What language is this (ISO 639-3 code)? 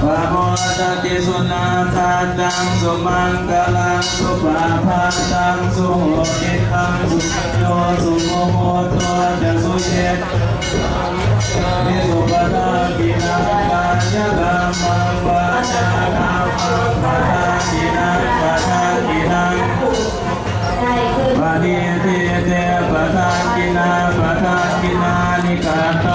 pli